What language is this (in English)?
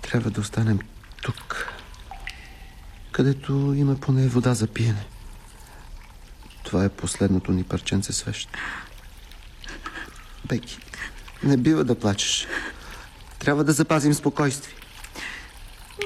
Bulgarian